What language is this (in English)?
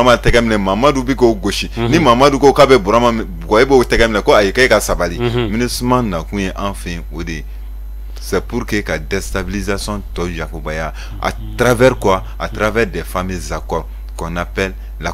Bambara